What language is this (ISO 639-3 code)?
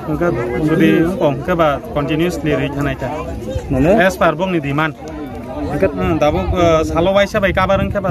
ria